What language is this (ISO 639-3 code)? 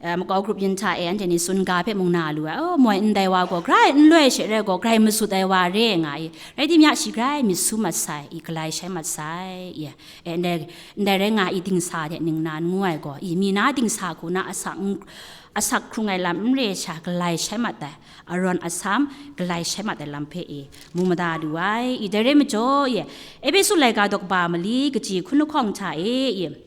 kac